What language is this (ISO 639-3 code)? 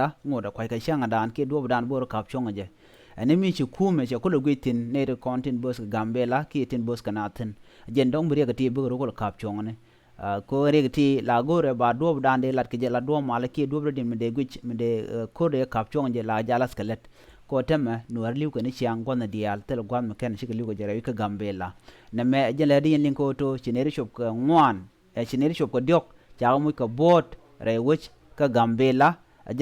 nus